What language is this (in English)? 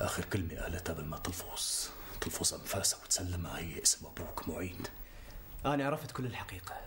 North Levantine Arabic